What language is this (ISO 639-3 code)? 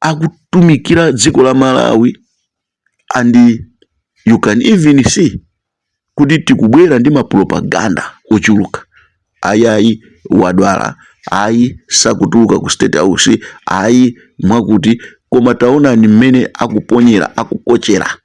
nya